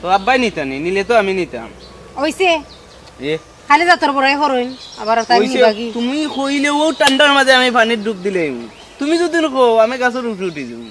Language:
Sylheti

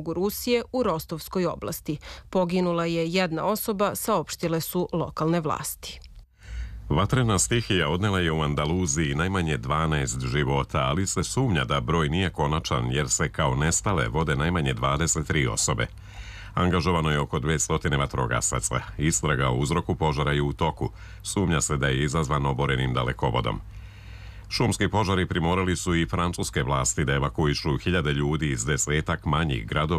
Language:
Serbian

